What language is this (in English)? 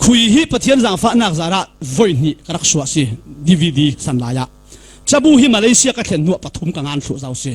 Falam Chin